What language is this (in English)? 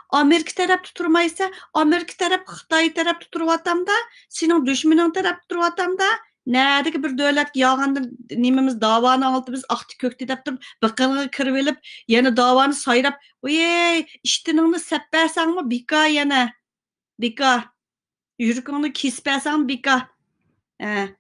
Uyghur